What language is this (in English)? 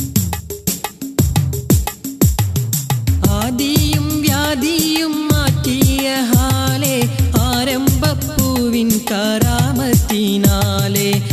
Malayalam